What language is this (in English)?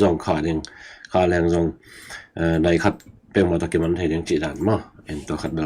Tedim Chin